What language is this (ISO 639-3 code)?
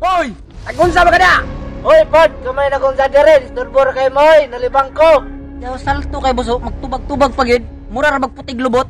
ceb